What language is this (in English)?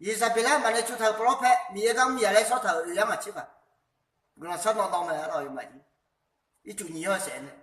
Akha